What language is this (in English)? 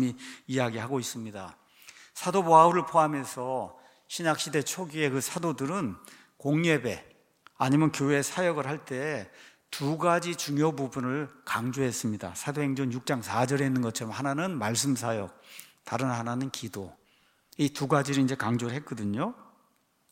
Korean